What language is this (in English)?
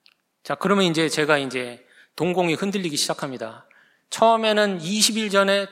Korean